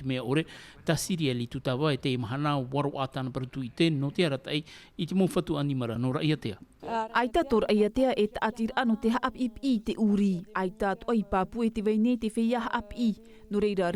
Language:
Tahitian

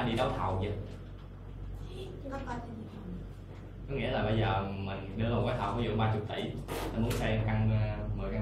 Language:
Vietnamese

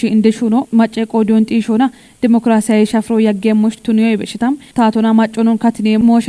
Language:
Kafa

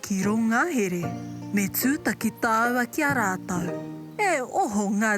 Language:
Māori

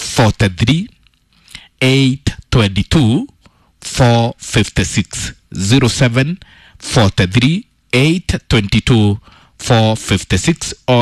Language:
Kikuyu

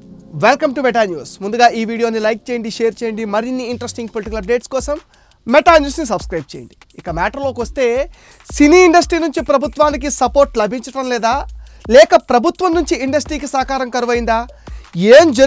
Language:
Telugu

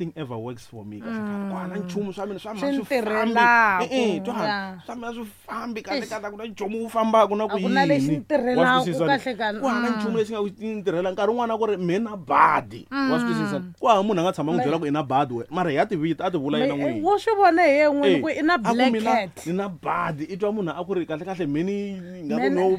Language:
Tsonga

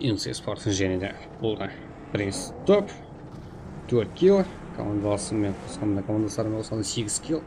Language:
Kara-Kalpak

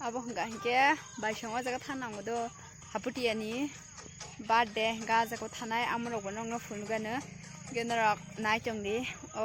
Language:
Kok Borok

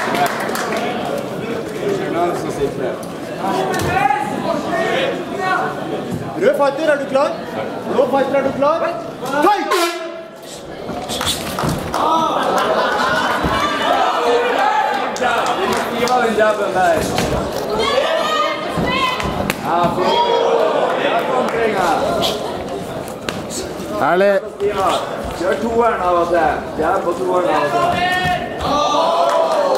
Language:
Norwegian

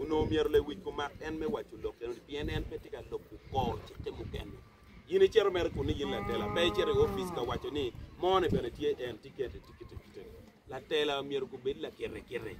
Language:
Acoli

